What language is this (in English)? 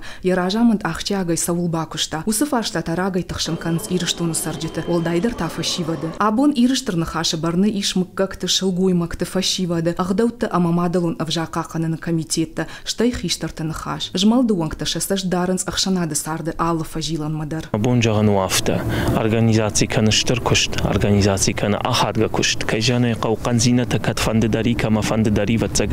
Ossetic